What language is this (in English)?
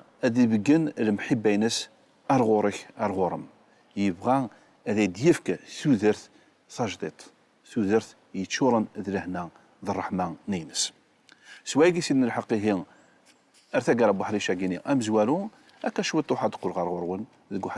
Kabyle